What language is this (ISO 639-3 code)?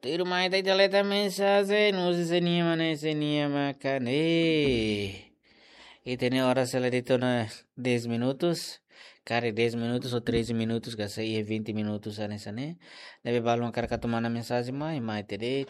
tet